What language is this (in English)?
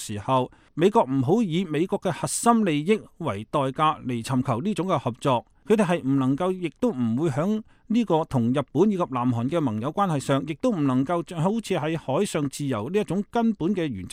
Cantonese